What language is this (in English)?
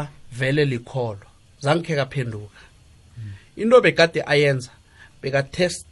South Ndebele